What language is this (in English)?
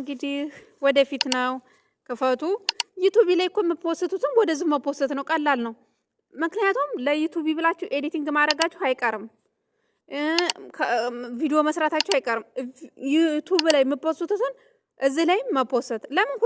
Amharic